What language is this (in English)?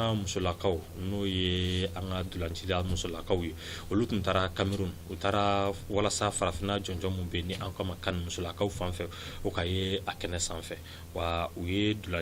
Bambara